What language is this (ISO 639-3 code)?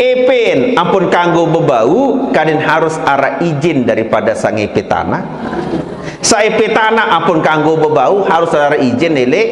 sas